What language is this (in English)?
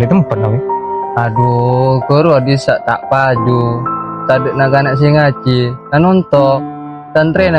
Madurese